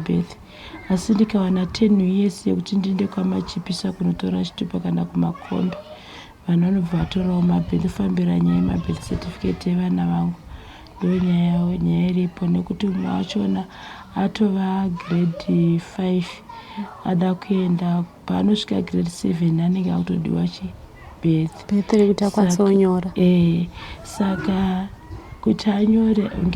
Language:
Shona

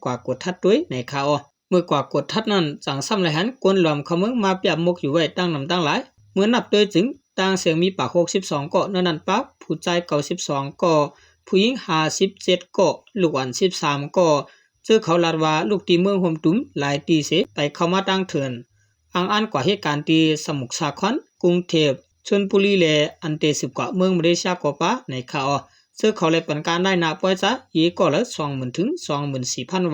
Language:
Shan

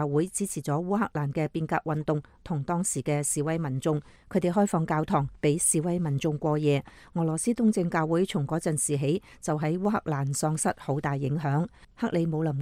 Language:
Cantonese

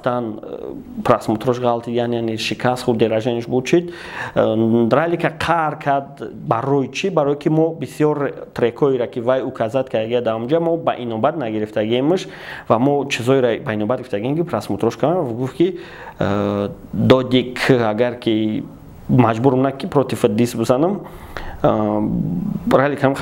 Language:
Tajik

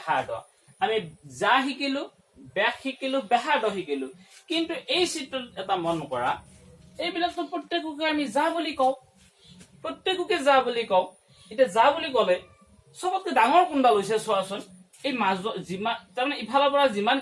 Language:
Assamese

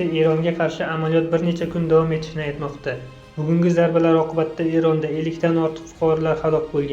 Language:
Uzbek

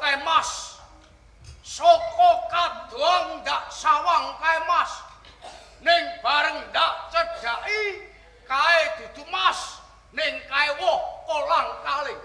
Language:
Javanese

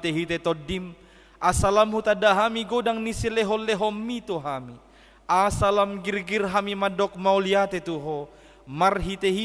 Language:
Batak Toba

